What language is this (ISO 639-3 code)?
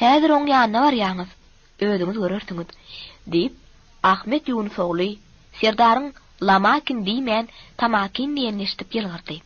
tuk